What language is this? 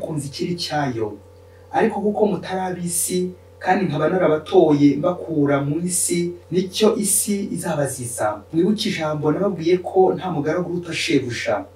Kinyarwanda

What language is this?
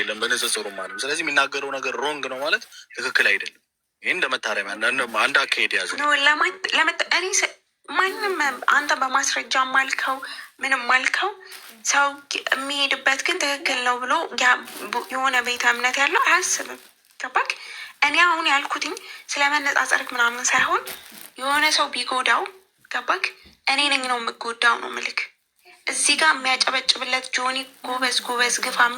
Amharic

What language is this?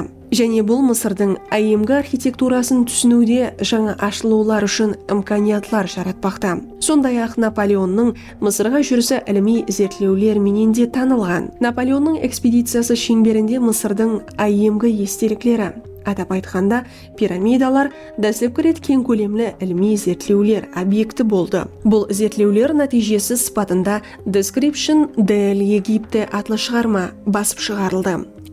Kara-Kalpak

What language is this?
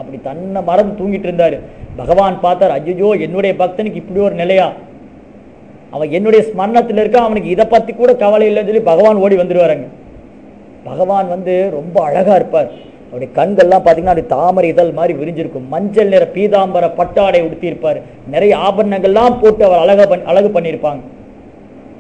Tamil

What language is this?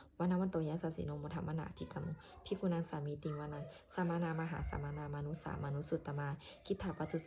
Pali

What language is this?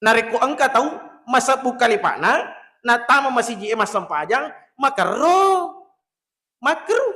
Buginese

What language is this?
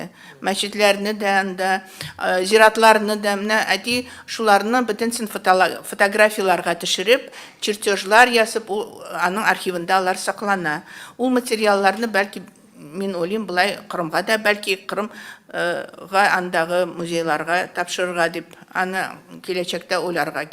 Tatar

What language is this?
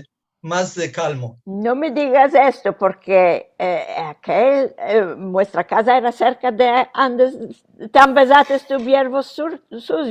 Ladino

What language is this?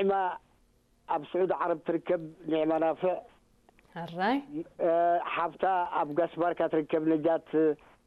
Tigrinya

